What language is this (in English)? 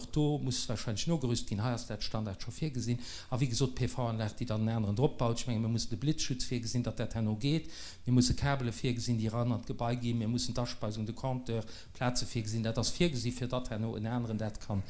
Luxembourgish